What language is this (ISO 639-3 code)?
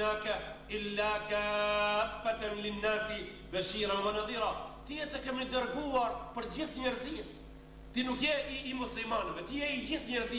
sqi